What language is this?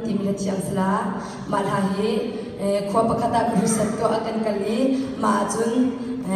Hakha Chin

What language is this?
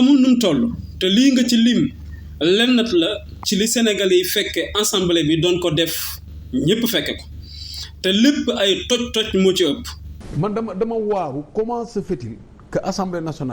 Wolof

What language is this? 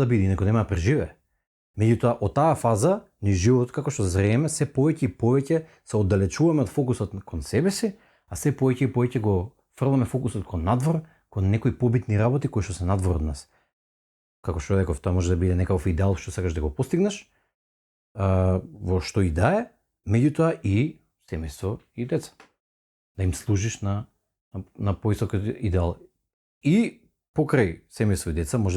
Macedonian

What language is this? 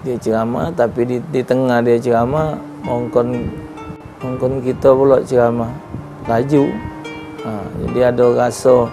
Musi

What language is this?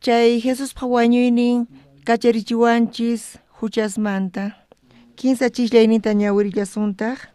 South Bolivian Quechua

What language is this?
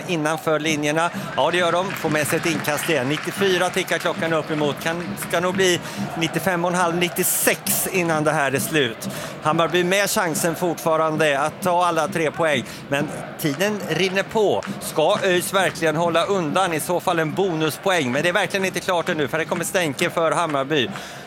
Swedish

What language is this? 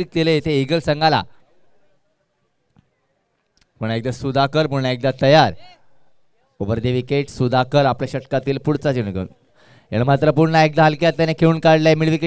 Marathi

